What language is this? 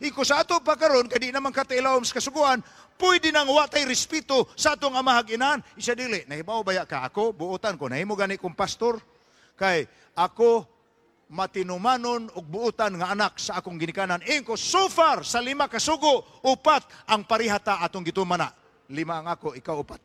Cebuano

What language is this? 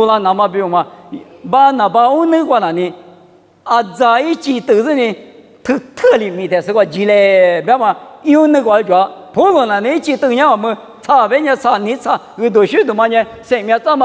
Lisu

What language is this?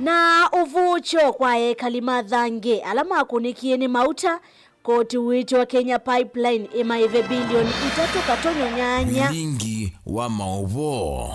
Kamba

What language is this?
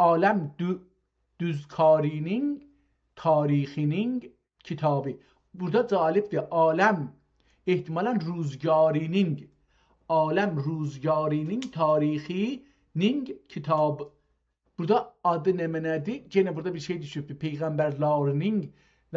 South Azerbaijani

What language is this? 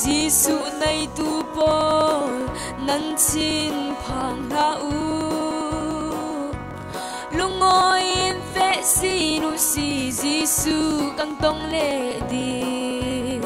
Falam Chin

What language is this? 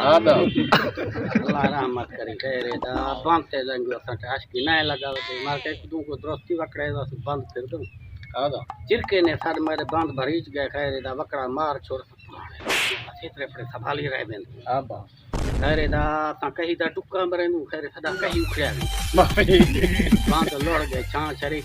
Saraiki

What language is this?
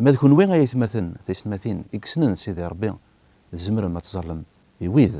Kabyle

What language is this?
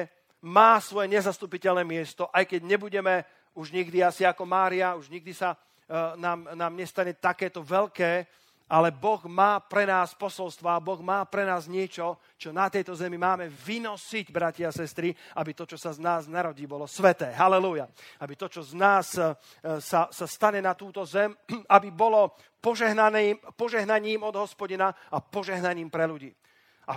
Slovak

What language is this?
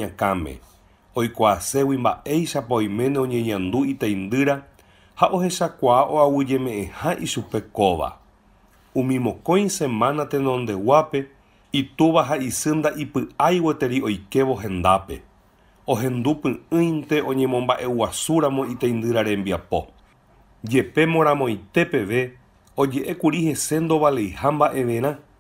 Guarani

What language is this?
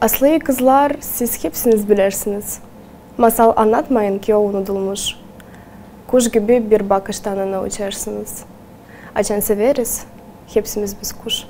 Gagauz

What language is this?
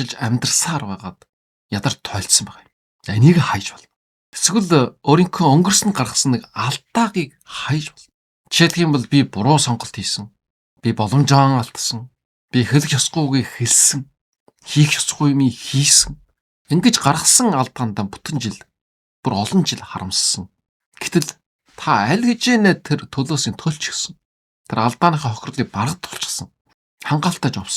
Mongolian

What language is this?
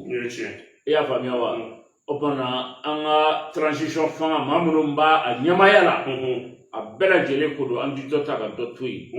Bambara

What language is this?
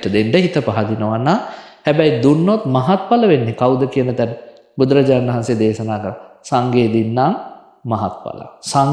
Sinhala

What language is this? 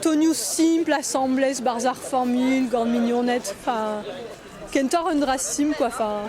Breton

